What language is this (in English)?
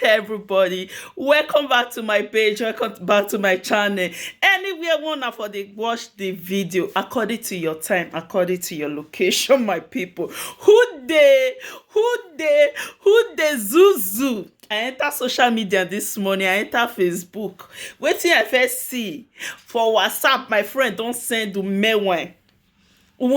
Nigerian Pidgin